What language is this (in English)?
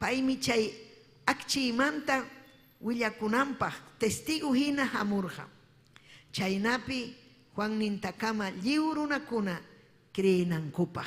Ayacucho Quechua